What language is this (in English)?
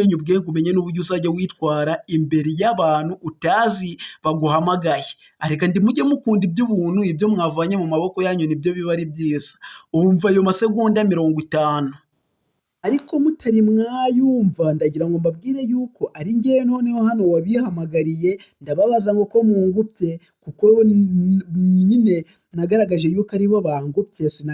Kinyarwanda